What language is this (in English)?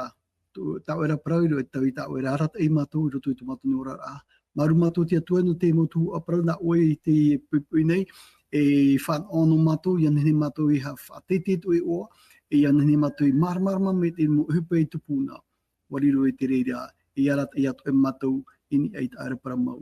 Tahitian